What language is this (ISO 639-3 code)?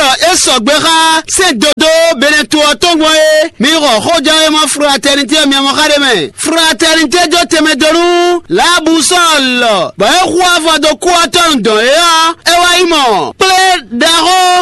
fon